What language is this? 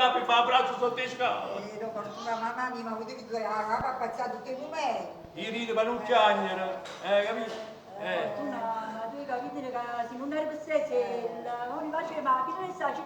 Neapolitan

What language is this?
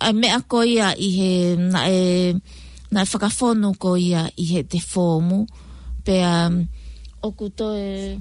Tongan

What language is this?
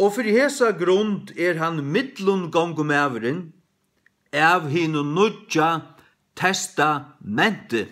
Faroese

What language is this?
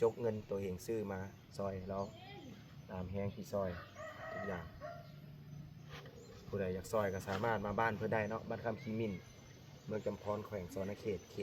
Lao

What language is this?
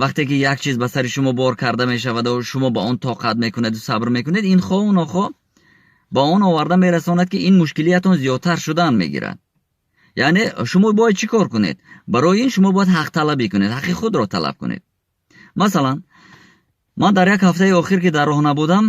Tajik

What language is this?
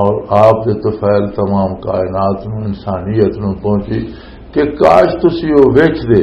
Western Panjabi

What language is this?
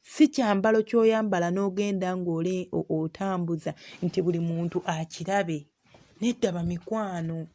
Ganda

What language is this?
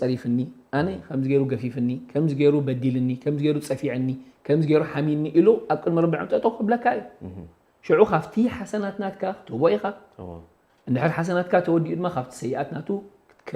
Tigrinya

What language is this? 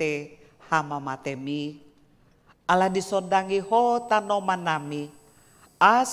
Batak Toba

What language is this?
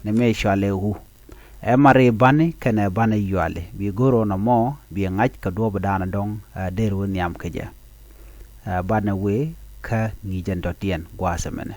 Nuer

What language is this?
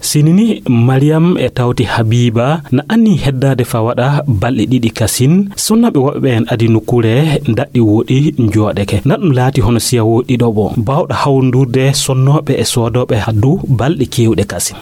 Nigerian Fulfulde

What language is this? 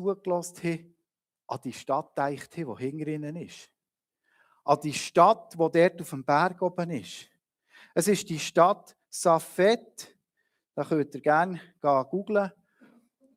Swiss German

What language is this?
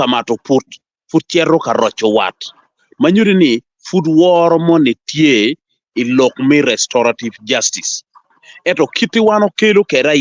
Acoli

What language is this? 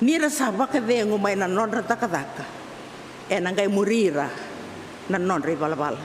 Fijian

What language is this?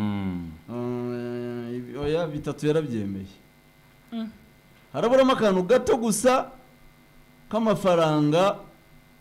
Kinyarwanda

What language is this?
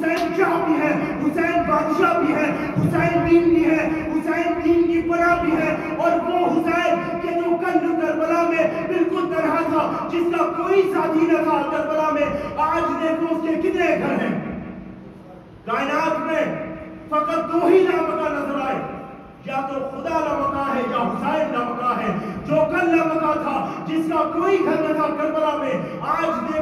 Urdu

